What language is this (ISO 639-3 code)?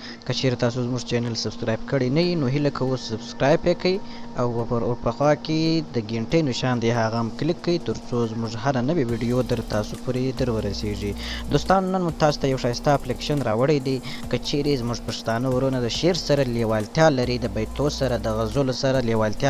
pus